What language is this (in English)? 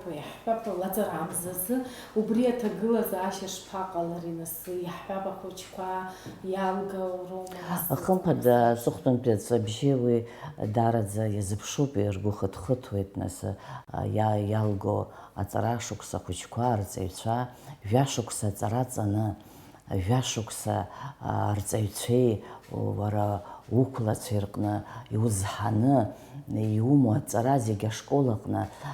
Abkhazian